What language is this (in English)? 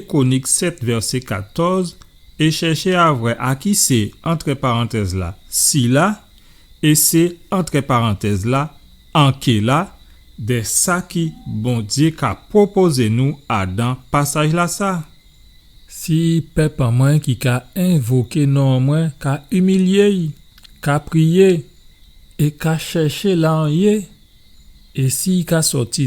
Guadeloupean Creole French